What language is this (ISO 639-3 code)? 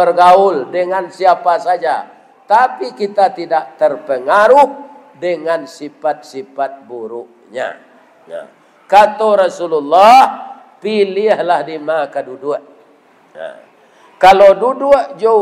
min